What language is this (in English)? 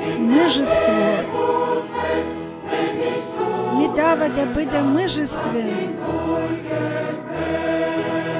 Bulgarian